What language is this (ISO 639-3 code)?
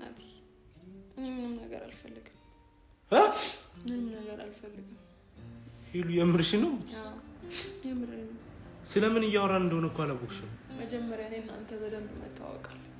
amh